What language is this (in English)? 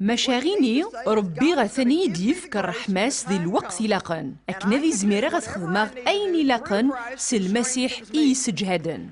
Kabyle